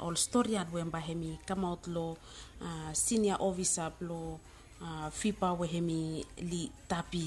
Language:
Bislama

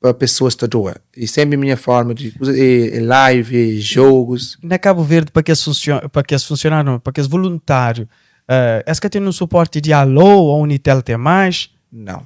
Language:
Kabuverdianu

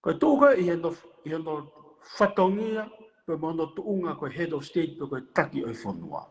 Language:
Tongan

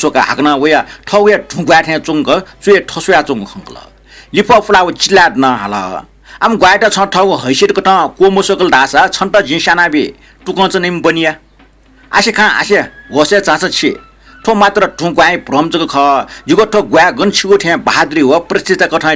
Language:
Newari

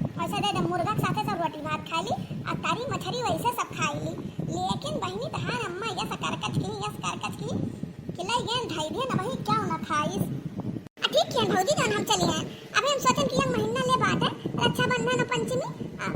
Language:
Awadhi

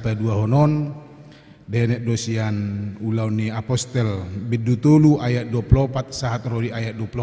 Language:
Batak Toba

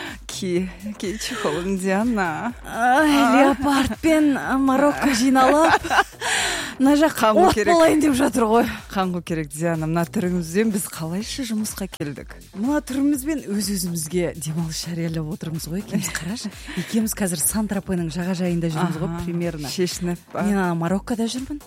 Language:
Kazakh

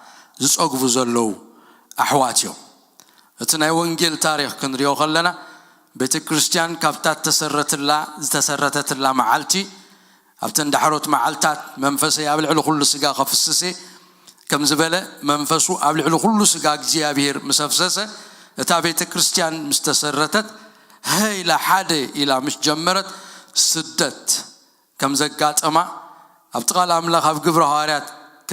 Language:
Tigrinya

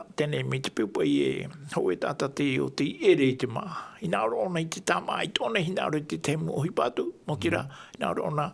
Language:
Tahitian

